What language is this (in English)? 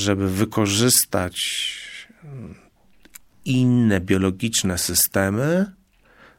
Polish